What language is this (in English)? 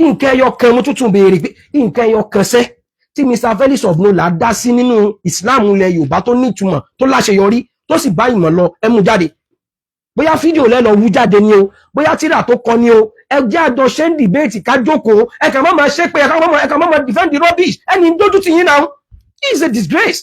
Yoruba